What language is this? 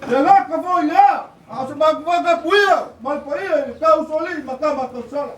Samoan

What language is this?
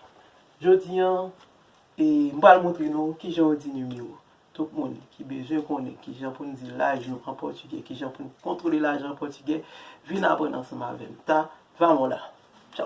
Haitian Creole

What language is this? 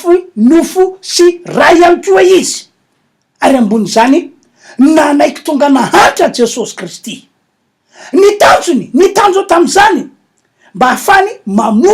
Malagasy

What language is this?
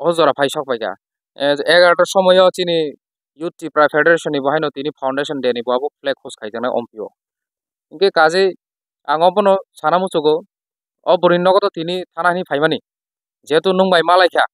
Kok Borok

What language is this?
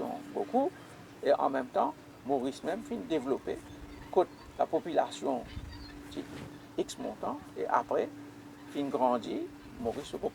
Morisyen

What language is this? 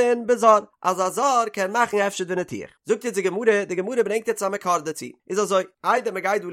Yiddish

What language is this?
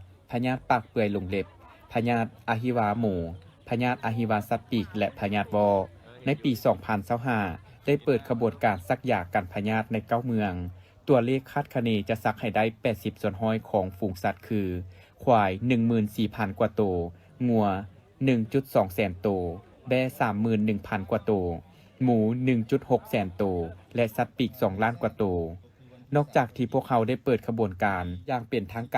Lao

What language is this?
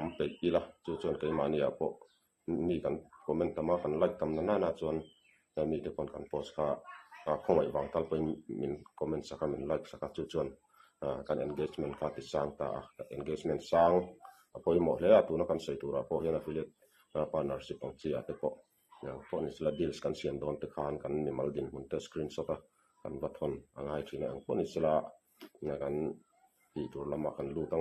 Mizo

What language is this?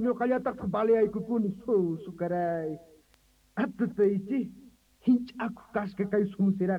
South Bolivian Quechua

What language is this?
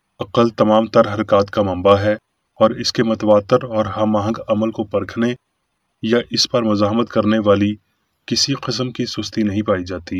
Urdu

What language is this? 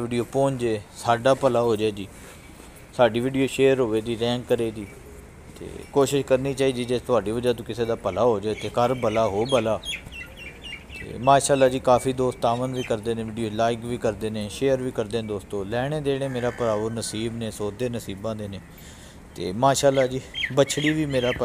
Punjabi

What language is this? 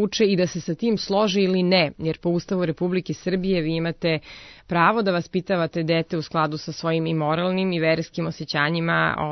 Serbian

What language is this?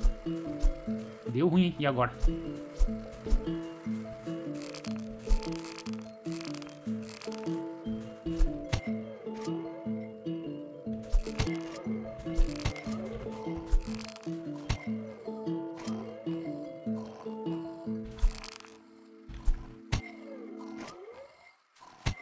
Portuguese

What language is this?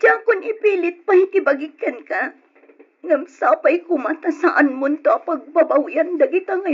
Iloko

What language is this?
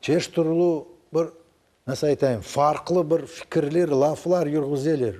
Crimean Tatar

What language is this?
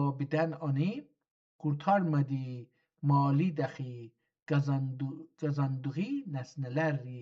South Azerbaijani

